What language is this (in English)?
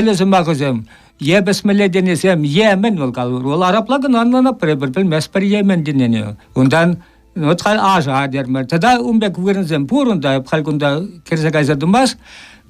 Chuvash